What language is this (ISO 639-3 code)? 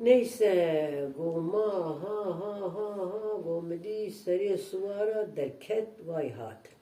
kur